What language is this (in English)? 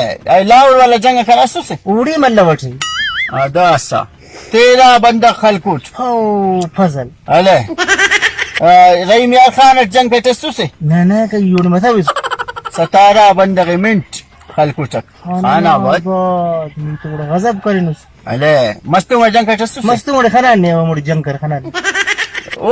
Brahui